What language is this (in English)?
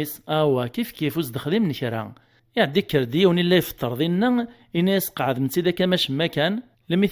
Kabyle